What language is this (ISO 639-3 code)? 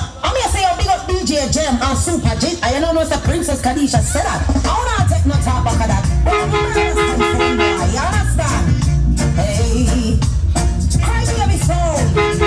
jam